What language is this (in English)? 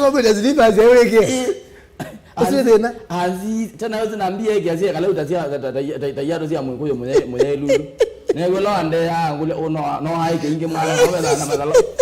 Kamba